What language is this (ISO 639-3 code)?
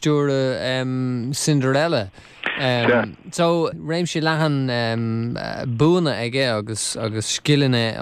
gle